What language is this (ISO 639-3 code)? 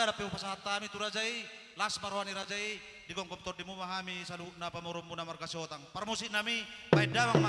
bbc